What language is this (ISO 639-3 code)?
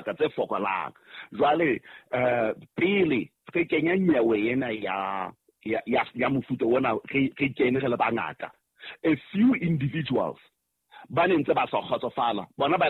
sot